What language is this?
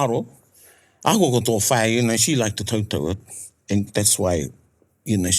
Māori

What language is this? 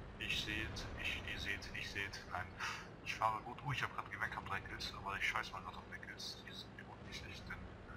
German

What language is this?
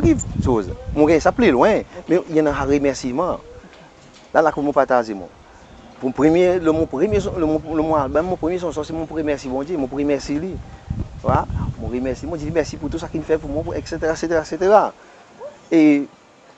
Seselwa Creole French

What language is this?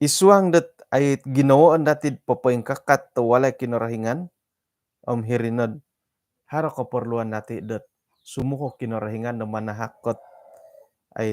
Central Dusun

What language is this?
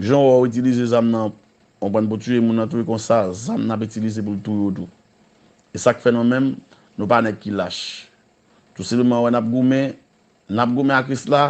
Haitian Creole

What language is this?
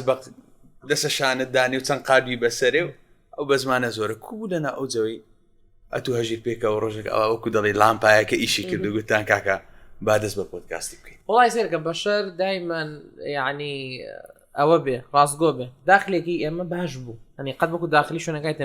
Central Kurdish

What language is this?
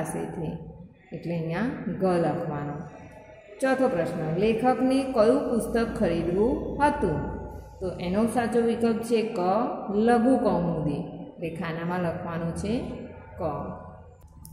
Gujarati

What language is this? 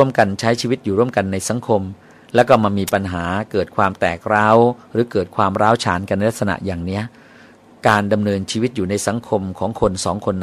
Thai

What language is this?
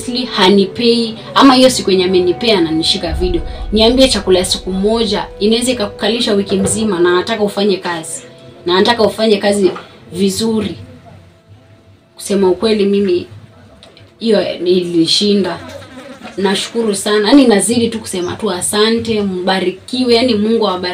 Swahili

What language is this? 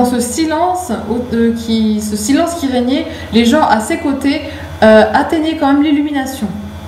French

